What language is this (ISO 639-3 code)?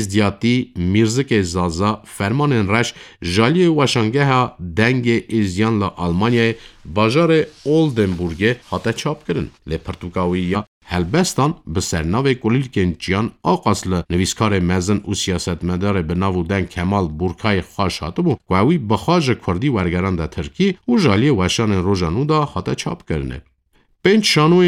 kur